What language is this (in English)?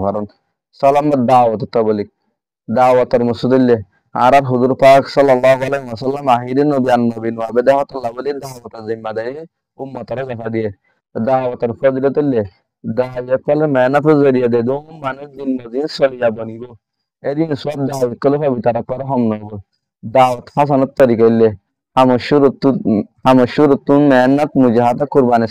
Rohingya